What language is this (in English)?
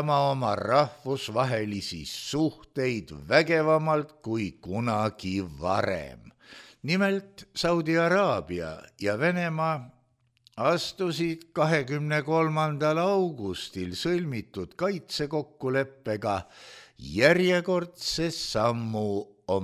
Estonian